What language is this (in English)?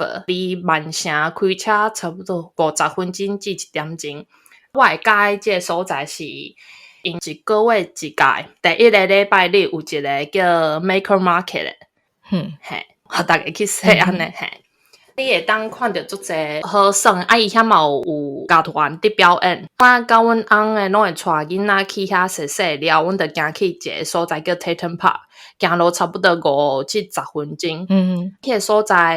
Min Nan Chinese